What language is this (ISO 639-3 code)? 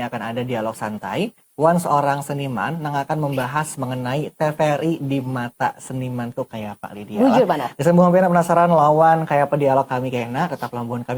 bjn